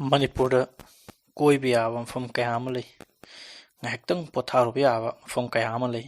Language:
Manipuri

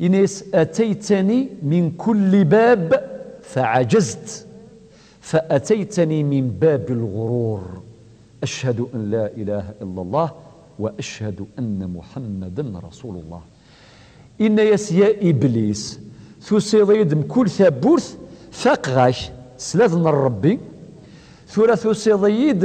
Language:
Kabyle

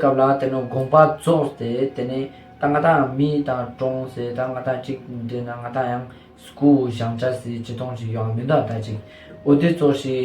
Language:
Ladakhi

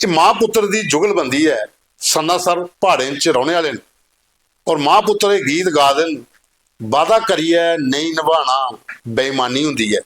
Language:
Dogri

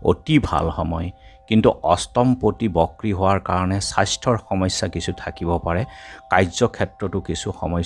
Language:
Assamese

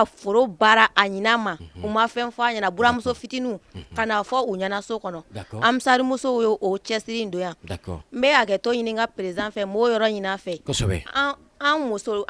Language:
Bambara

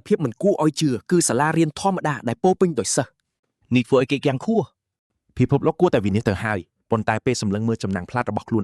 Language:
Khmer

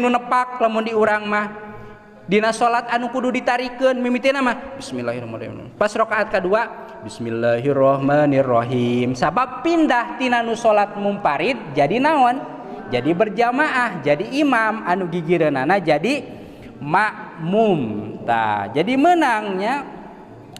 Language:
Sundanese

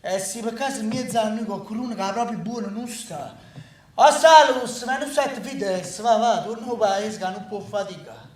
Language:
Neapolitan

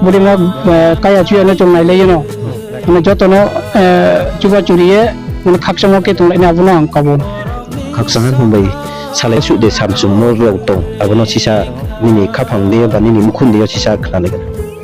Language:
Riang (India)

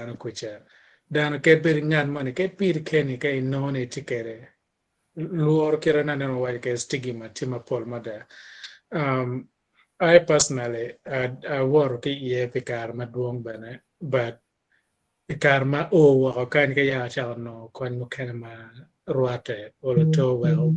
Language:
Acoli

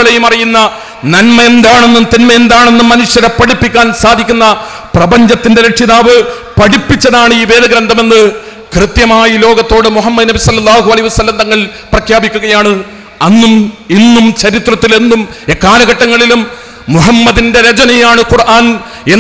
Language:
Malayalam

